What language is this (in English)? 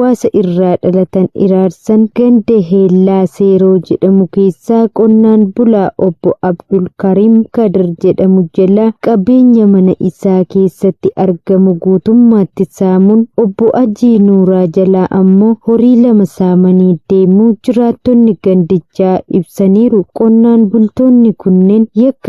Oromo